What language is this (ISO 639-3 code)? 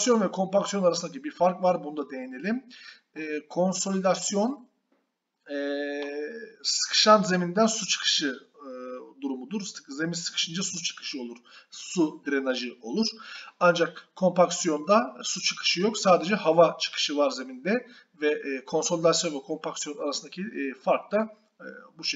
tur